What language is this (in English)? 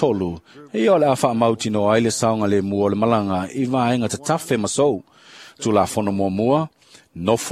Samoan